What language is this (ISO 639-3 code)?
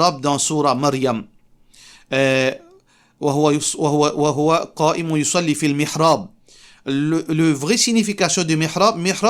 mfe